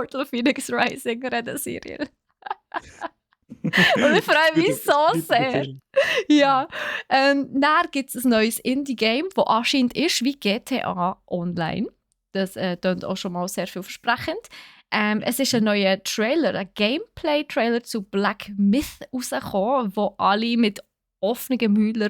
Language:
Swiss German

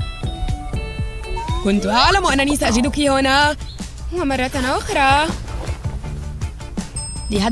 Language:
Arabic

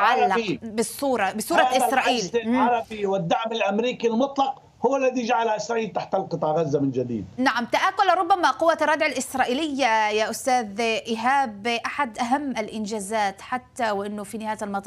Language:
Arabic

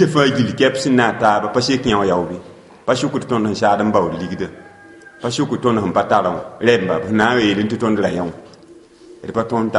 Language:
Mossi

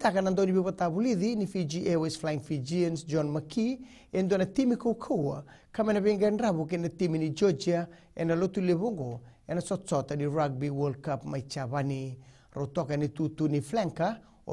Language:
Fijian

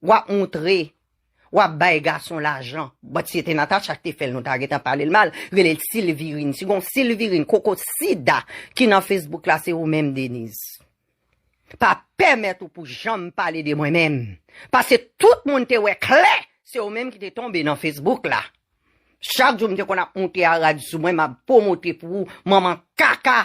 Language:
Haitian Creole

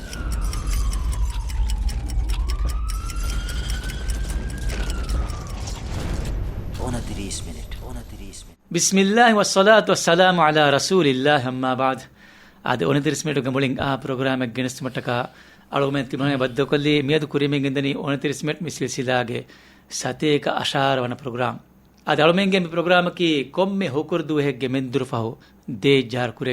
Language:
Divehi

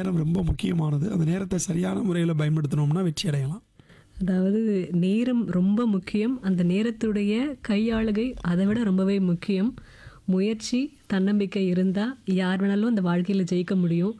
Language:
Tamil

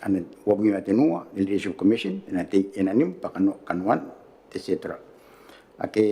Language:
Gilbertese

